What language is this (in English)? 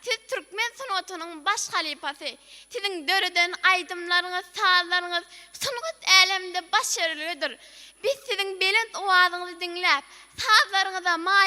Turkmen